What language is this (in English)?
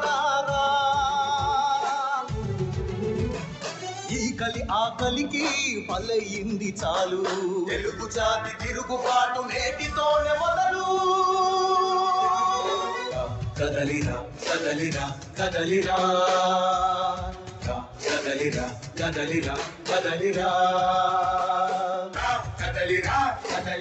Telugu